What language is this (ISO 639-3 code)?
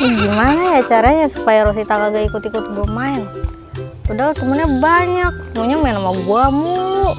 bew